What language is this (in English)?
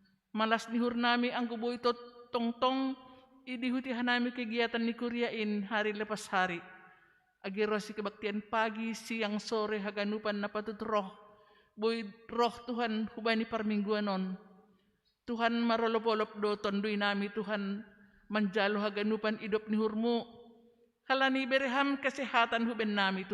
Batak Simalungun